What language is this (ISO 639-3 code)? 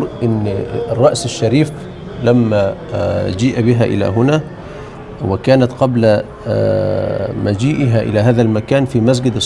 arz